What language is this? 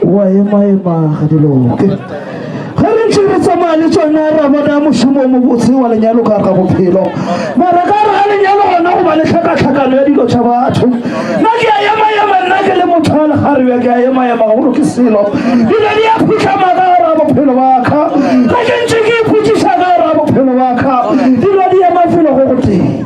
Northern Sotho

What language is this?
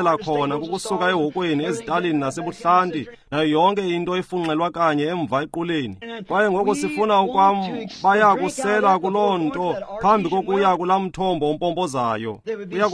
Xhosa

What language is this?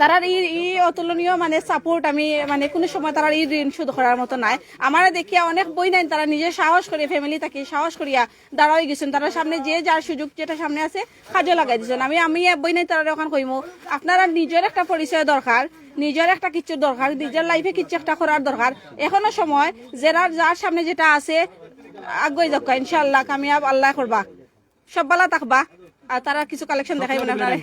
Sylheti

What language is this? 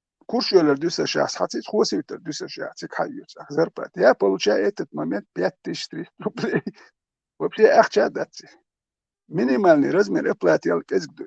Chechen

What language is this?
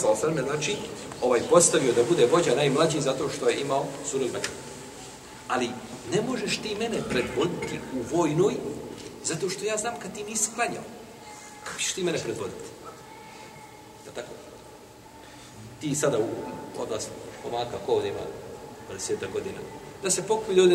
Bosnian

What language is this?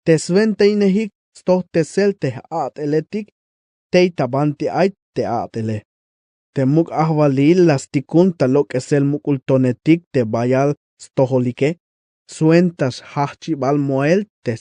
Tzeltal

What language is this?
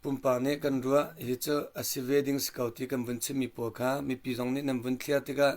Hakha Chin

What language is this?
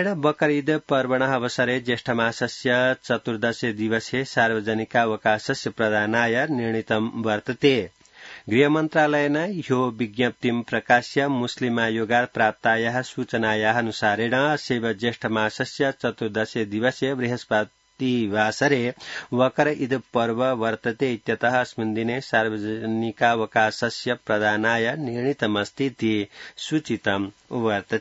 Sanskrit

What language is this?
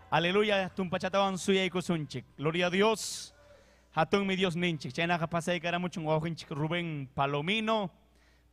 Ayacucho Quechua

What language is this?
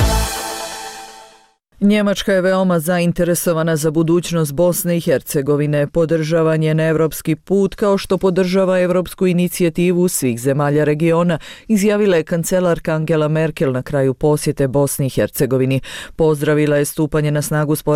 Bosnian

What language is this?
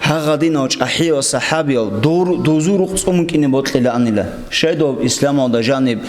Avaric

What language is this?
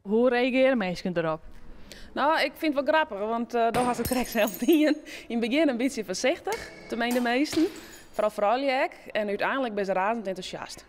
Western Frisian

